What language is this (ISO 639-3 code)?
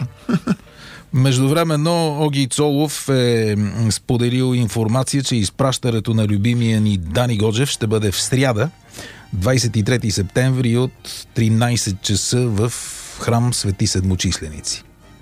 bul